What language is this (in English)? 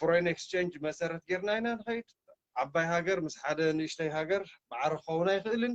Tigrinya